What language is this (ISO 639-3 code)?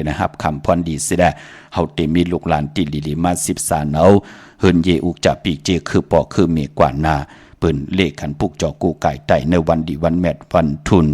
shn